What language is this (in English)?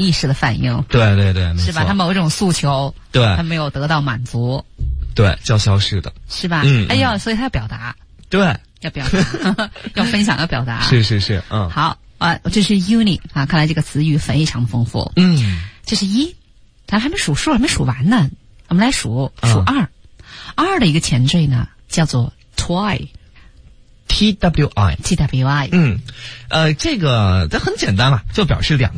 Chinese